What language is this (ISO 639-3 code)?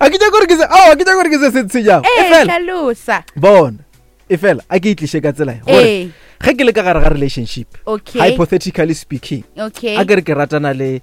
nso